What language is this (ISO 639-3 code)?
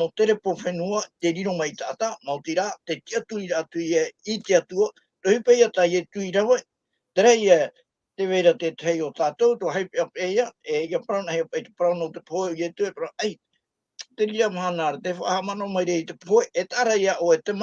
tah